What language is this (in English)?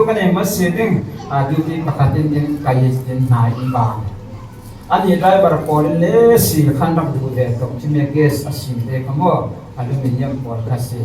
Falam Chin